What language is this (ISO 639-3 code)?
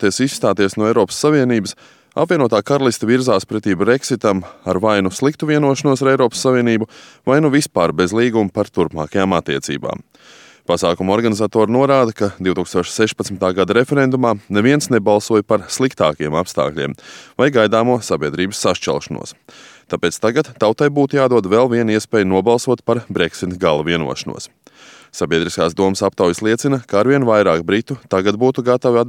lav